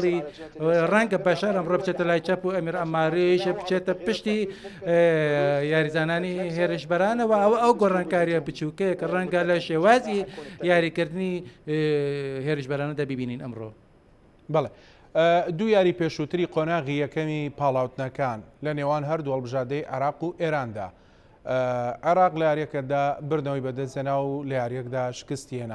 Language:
Central Kurdish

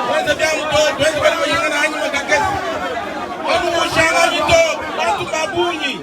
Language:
Luba-Lulua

